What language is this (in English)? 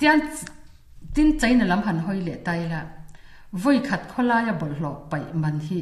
Mizo